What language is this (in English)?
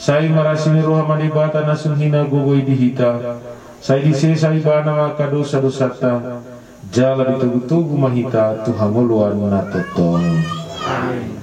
Batak Toba